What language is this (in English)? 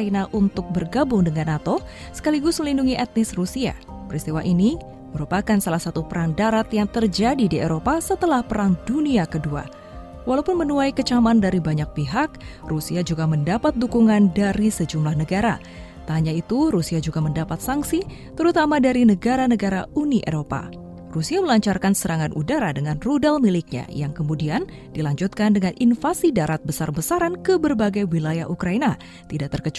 Indonesian